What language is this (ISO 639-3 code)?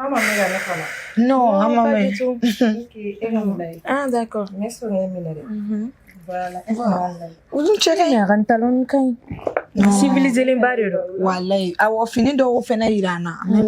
bam